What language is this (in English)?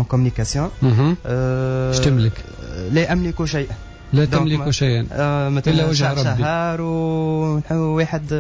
Tunisian Arabic